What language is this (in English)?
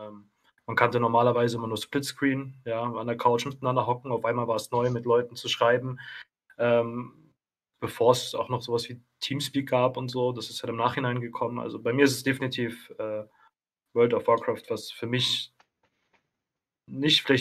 German